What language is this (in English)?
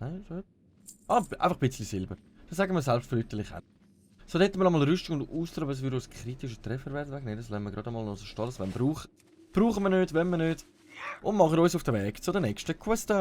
Swiss German